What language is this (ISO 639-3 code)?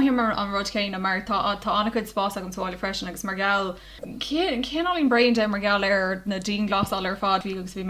gle